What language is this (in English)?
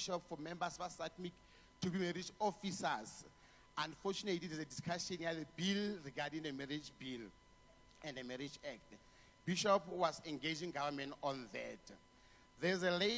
Tswana